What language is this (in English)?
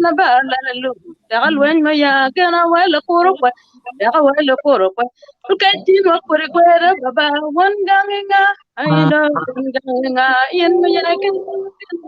Acoli